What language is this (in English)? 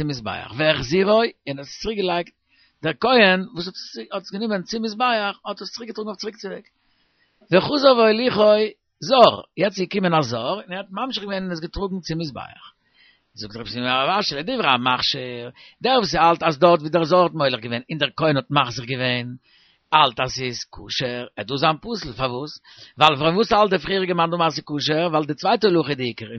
Yiddish